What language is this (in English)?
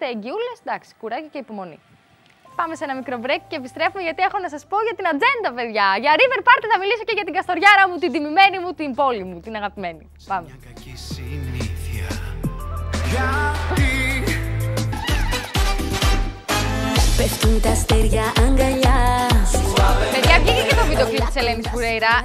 Greek